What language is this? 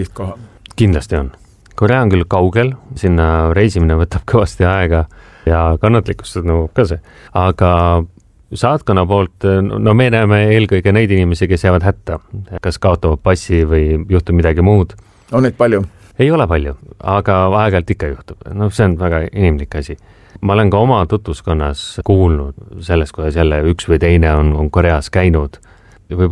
Estonian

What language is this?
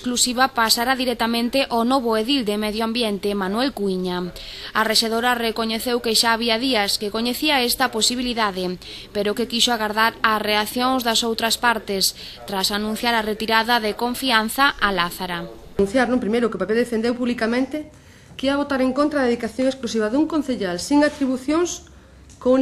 Galician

